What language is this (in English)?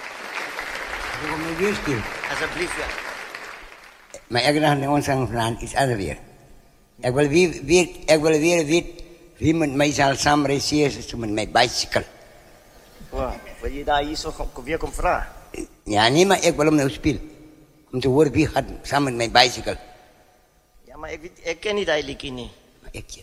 Afrikaans